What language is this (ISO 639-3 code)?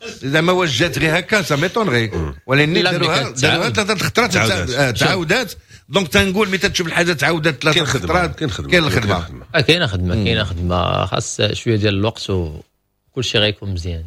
ary